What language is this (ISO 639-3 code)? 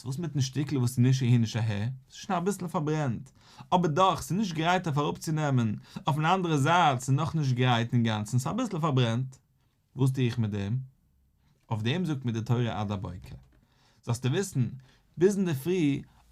yid